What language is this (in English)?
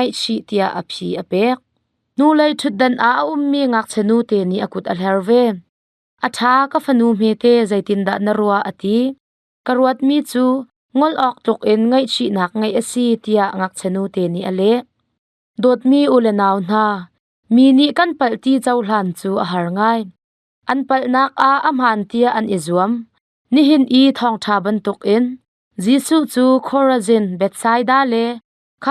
Hakha Chin